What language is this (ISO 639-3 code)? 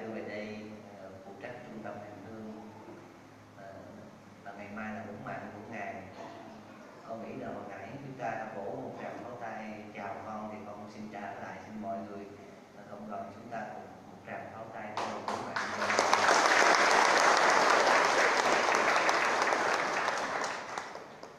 vie